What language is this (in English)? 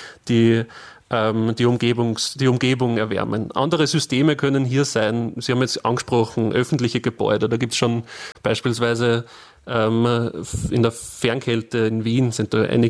German